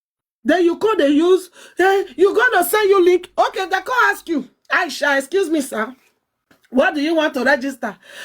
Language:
Nigerian Pidgin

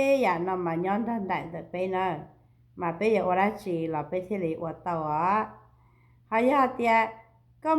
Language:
Hmong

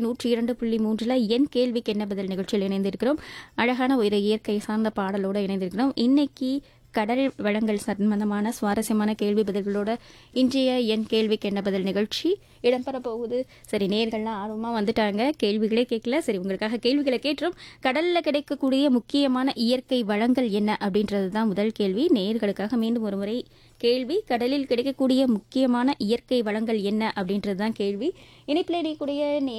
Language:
Tamil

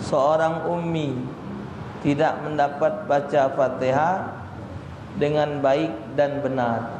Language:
Musi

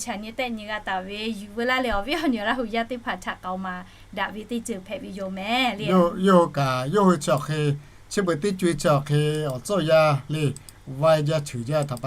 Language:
Lahu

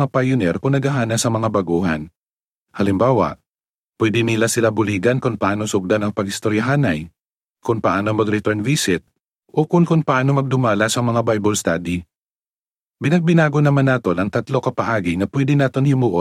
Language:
Hiligaynon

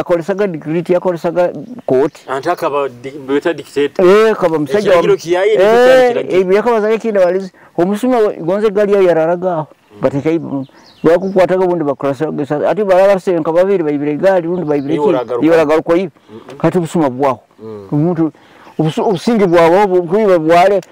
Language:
Nyoro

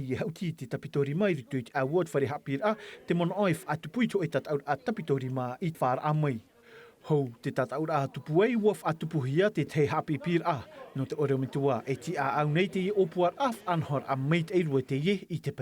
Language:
Tahitian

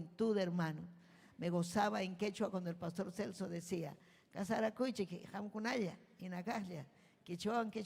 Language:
Ayacucho Quechua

